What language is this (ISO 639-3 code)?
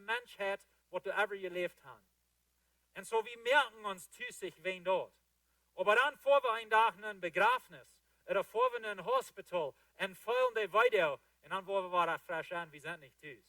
pdt